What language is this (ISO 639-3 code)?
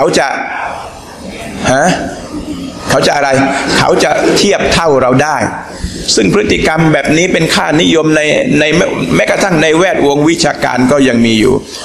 tha